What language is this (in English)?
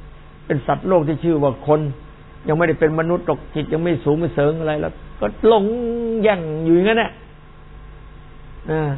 Thai